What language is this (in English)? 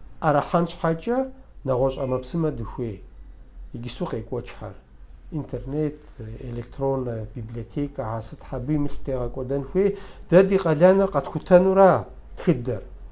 Kabardian